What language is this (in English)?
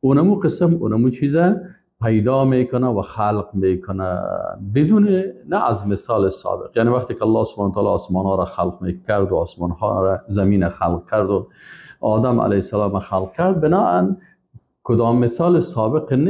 Persian